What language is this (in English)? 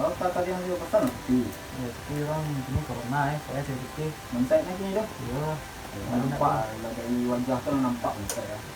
Minangkabau